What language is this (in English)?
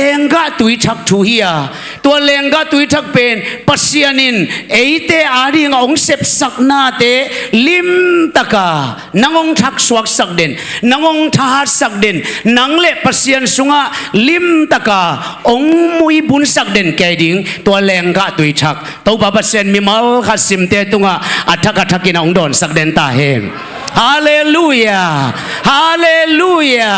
Tedim Chin